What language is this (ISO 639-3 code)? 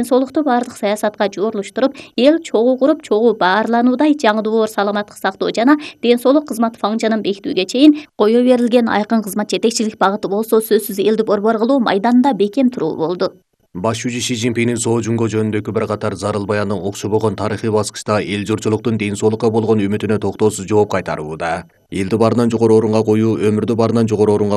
kir